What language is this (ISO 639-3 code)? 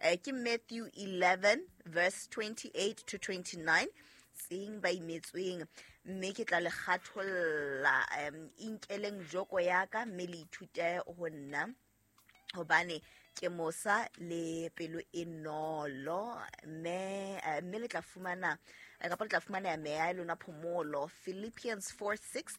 sot